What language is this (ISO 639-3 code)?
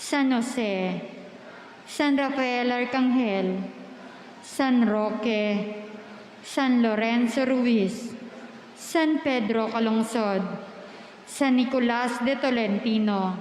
pam